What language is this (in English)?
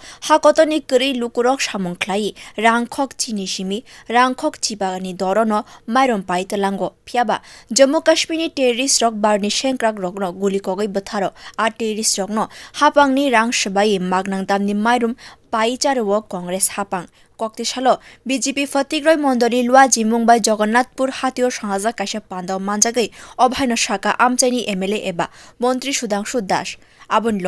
Kok Borok